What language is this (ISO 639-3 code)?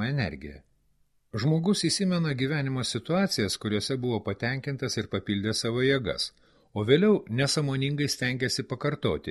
lit